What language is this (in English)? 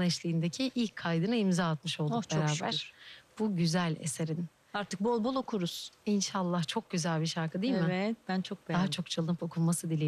Turkish